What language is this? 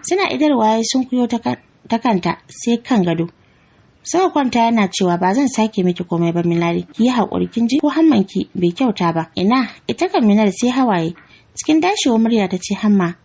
Hausa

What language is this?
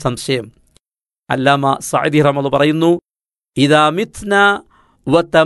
Malayalam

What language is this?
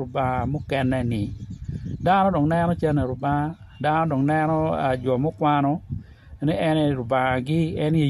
Acoli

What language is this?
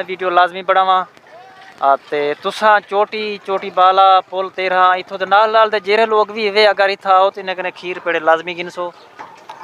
Saraiki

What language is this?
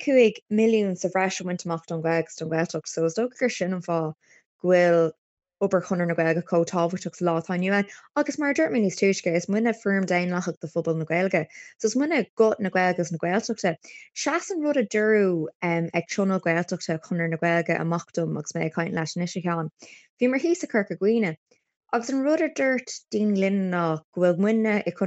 Irish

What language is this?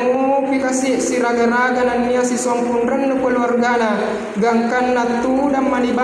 Buginese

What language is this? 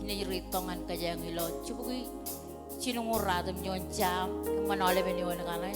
Marshallese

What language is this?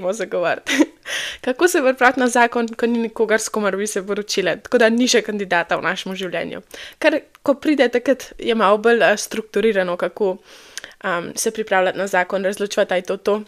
Slovenian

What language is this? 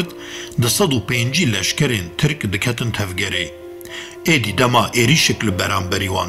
Kurdish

